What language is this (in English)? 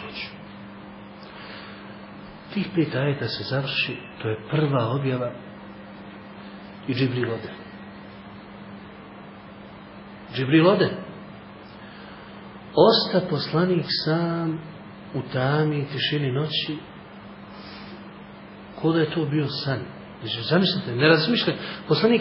Bosnian